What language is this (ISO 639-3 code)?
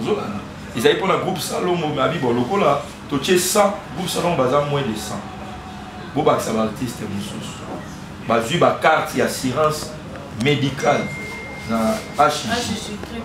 lin